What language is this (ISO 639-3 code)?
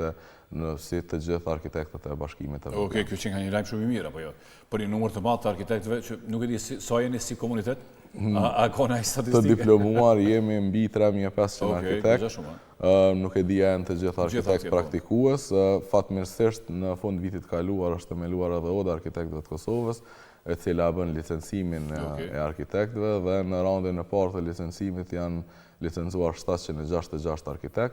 sqi